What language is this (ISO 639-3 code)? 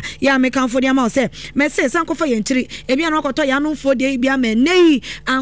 aka